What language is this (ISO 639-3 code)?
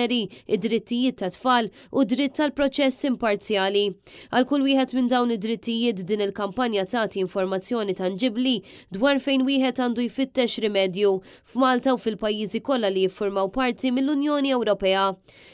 mlt